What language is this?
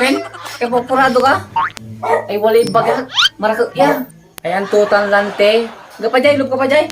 Pangasinan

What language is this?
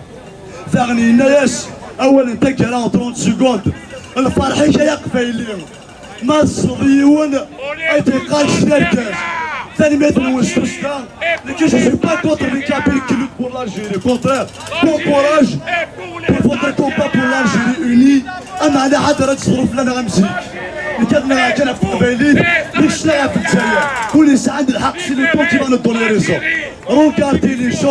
Kabyle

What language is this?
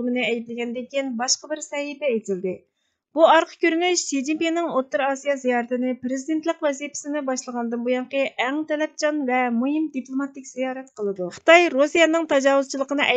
Uyghur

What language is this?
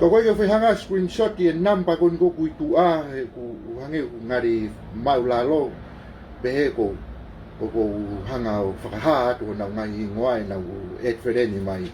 Tongan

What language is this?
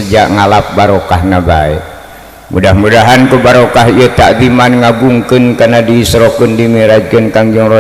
Sundanese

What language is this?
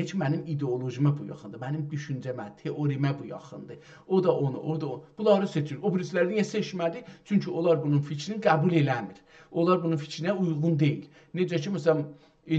South Azerbaijani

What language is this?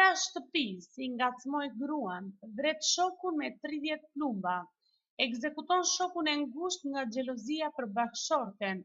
Albanian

